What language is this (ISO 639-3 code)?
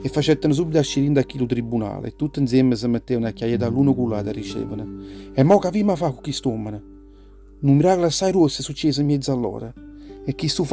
nap